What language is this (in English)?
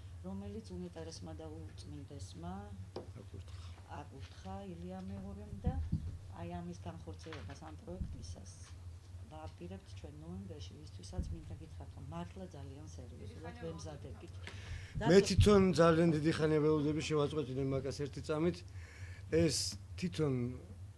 Georgian